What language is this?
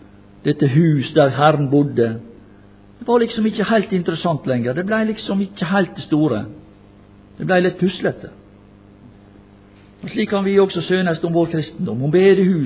Norwegian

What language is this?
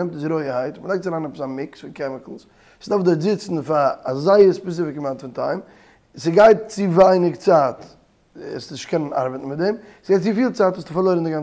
Yiddish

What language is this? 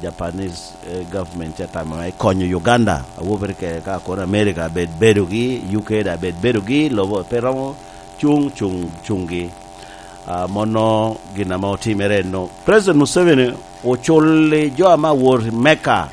Lango (Uganda)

